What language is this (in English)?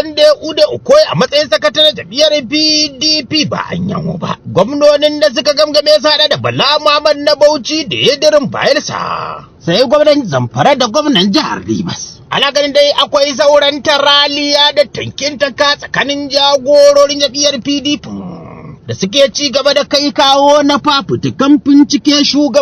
Hausa